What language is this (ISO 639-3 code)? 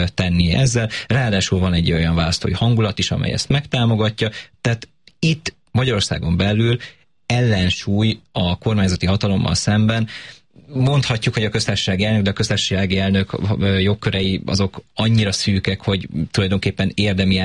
hun